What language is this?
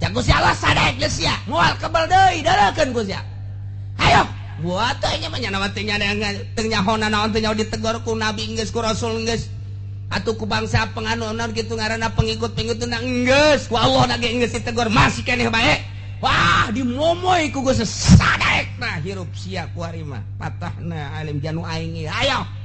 Sundanese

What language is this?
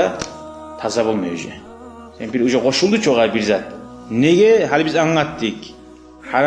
Kumyk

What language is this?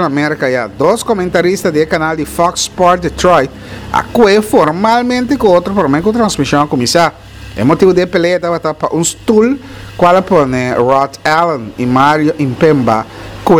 Papiamento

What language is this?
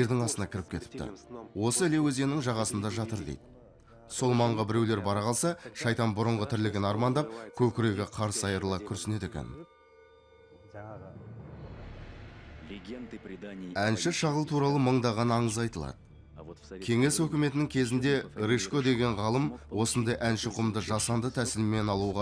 Kazakh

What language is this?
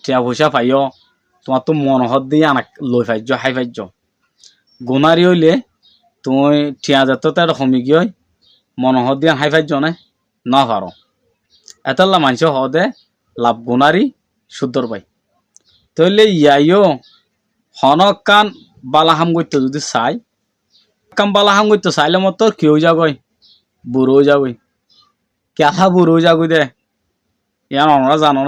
Rohingya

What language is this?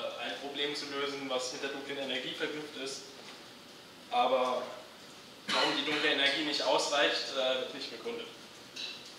German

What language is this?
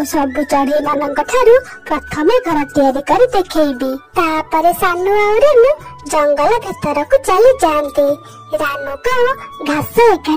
Odia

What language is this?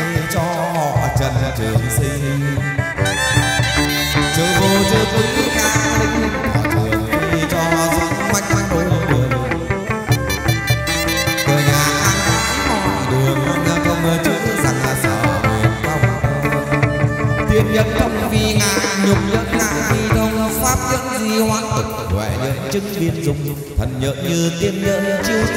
Vietnamese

